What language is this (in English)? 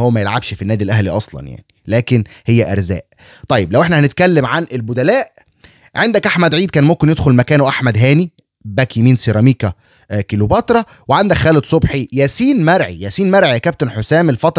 Egyptian Arabic